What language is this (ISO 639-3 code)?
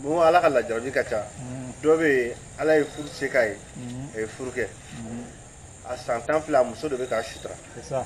bam